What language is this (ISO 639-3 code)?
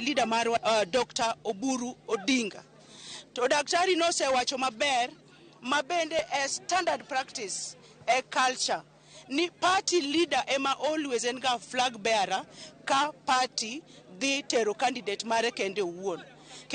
luo